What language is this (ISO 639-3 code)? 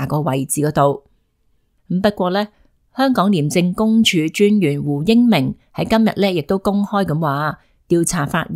yue